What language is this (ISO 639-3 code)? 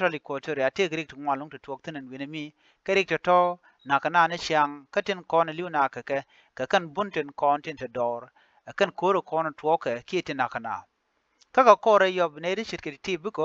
nus